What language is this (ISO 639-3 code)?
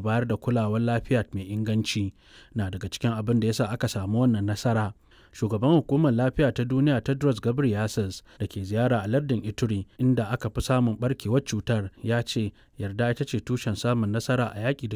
hau